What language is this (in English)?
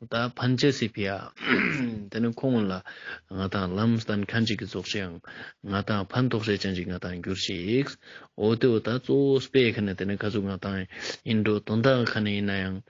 Ladakhi